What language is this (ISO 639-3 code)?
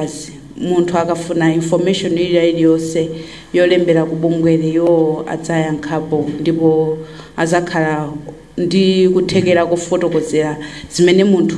nya